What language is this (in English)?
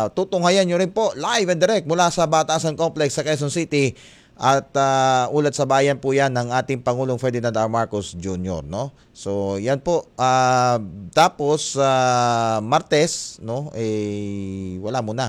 Filipino